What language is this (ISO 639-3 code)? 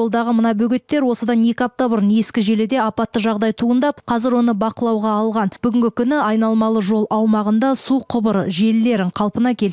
kaz